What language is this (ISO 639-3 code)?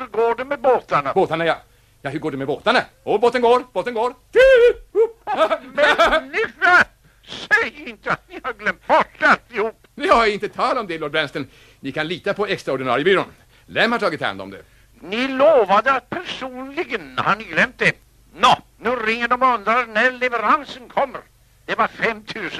swe